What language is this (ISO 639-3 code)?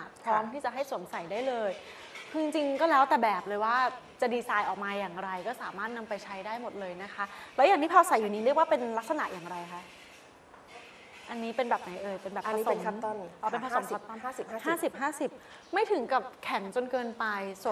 tha